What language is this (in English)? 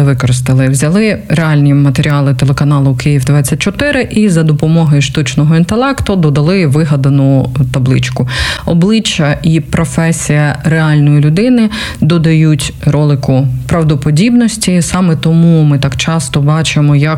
Ukrainian